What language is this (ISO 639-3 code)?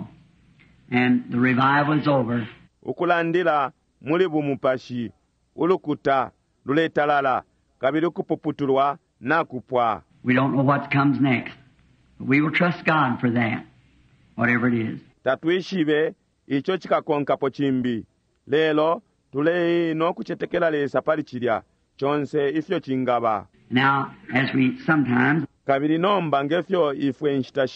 bem